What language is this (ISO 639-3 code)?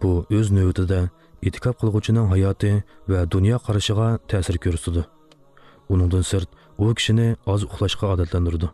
uzb